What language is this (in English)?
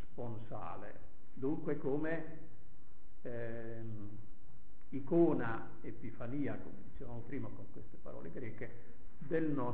Italian